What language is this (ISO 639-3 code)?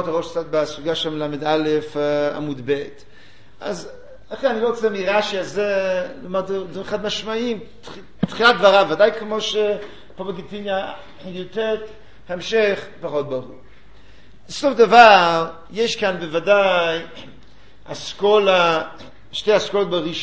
heb